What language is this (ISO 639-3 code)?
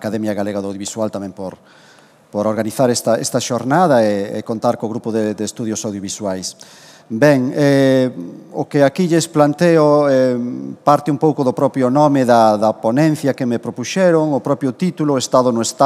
glg